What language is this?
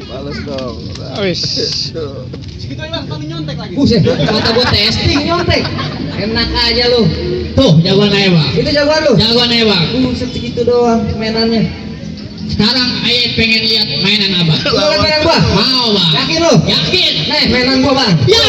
Betawi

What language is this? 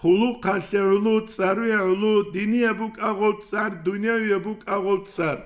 Avaric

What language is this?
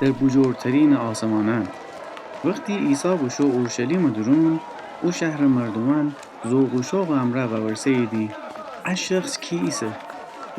Gilaki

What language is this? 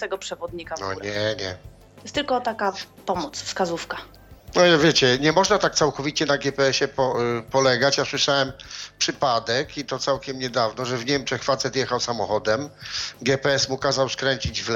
Polish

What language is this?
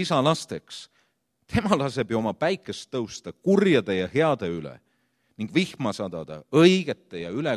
Estonian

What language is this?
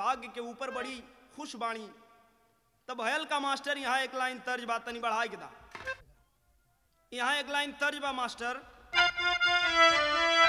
Bhojpuri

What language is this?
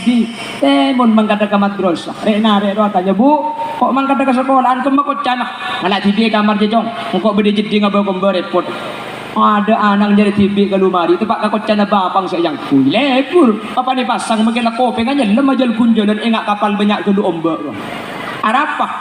Madurese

